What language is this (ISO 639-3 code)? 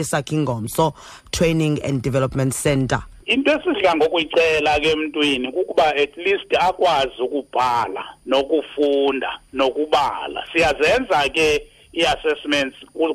xho